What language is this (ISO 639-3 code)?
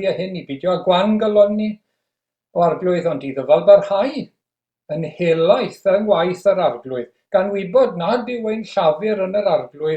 cym